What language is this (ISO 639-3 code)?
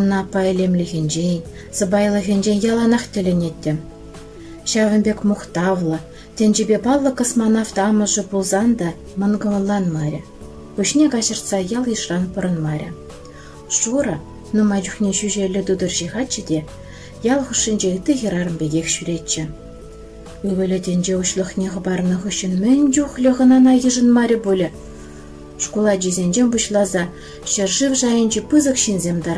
chv